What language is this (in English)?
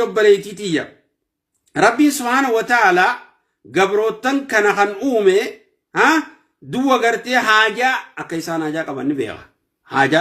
Oromo